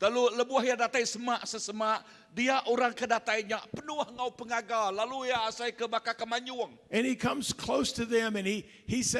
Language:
Iban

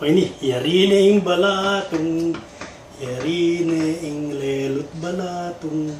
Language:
Pampanga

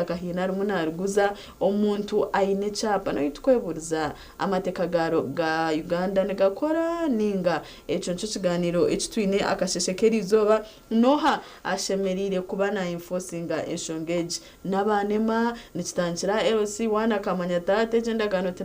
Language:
Nyankole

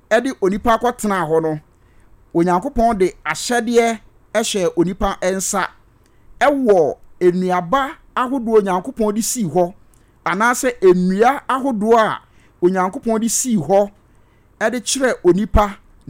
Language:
Akan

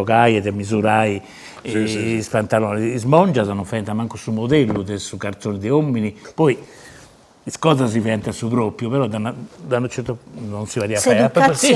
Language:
Sardinian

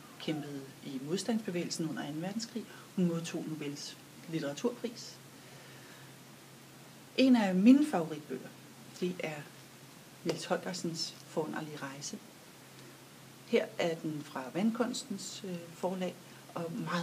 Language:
Danish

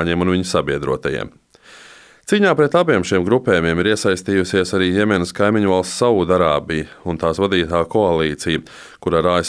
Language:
Latvian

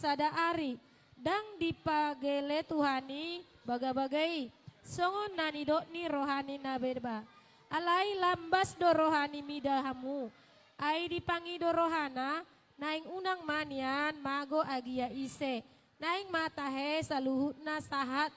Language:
Batak Toba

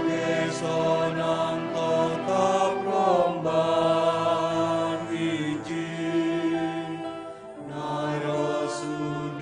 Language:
Batak Simalungun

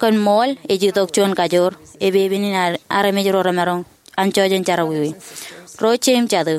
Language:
Marshallese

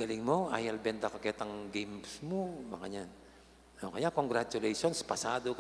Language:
Pampanga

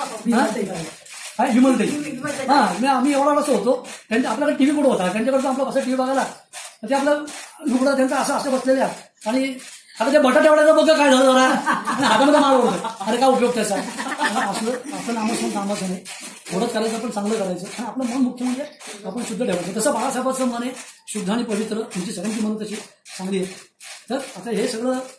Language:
Marathi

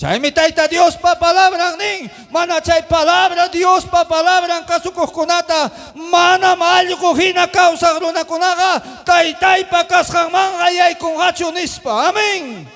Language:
Ayacucho Quechua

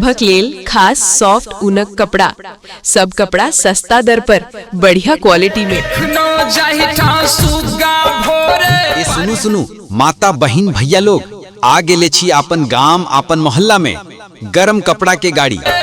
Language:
Maithili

